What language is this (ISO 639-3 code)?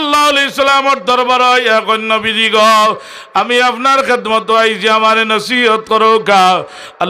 syl